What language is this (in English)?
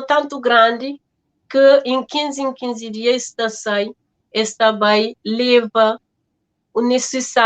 Kabuverdianu